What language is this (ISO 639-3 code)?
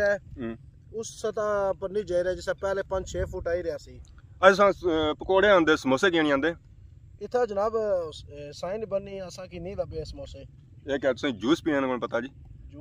phr